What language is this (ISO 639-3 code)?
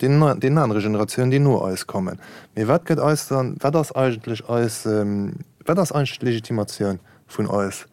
ltz